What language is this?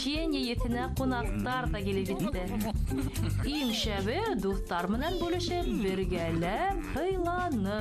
Bashkir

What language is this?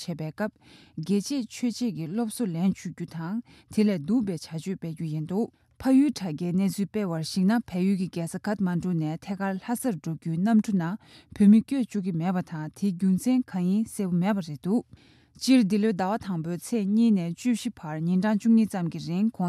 Tibetan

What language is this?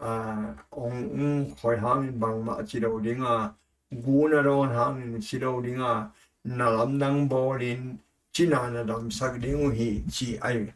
Tedim Chin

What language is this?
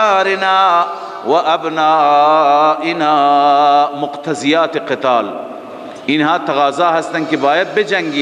Persian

